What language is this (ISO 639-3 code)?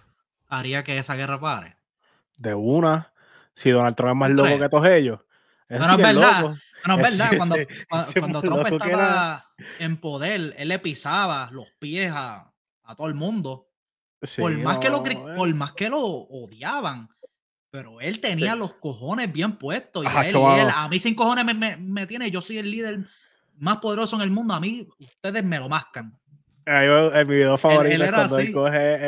spa